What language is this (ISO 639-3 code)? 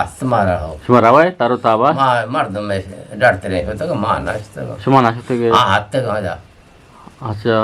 bgp